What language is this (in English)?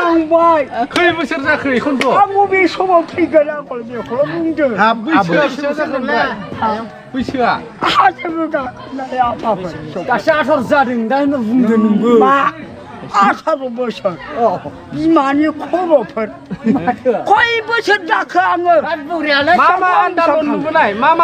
Bodo